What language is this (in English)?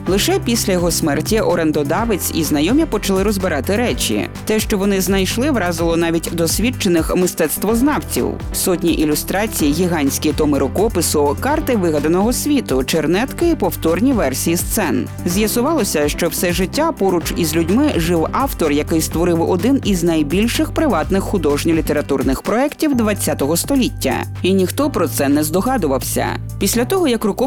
Ukrainian